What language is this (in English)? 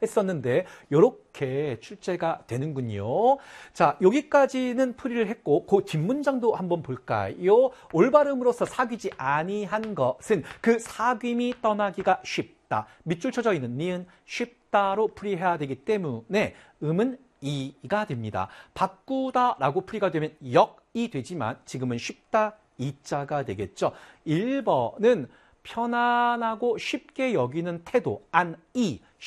Korean